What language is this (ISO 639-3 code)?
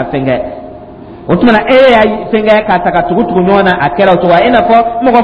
dyu